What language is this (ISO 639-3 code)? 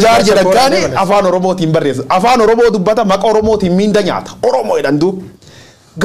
orm